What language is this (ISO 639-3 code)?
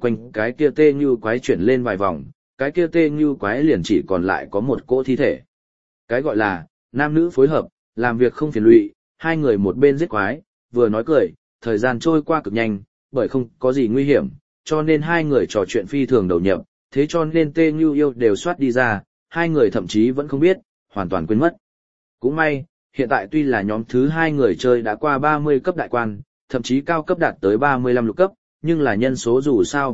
vie